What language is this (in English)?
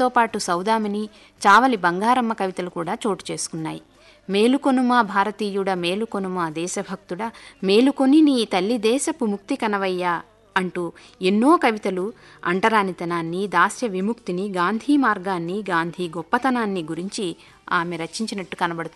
Telugu